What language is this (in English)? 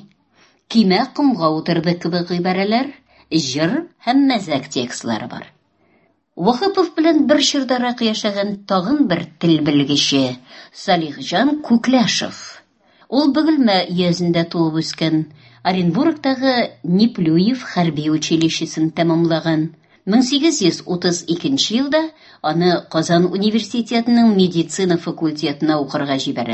Tatar